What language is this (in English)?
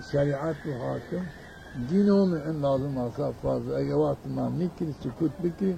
Zaza